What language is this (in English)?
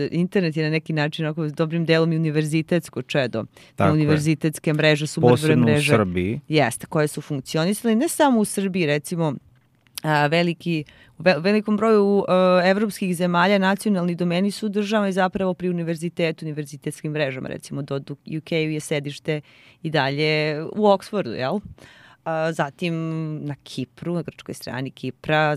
Serbian